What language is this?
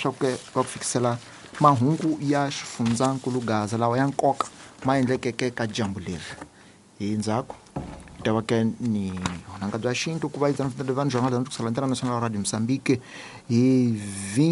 Tsonga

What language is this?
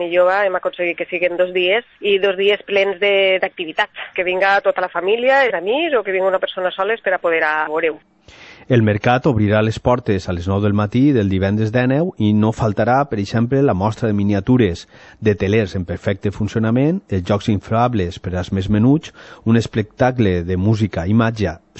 Catalan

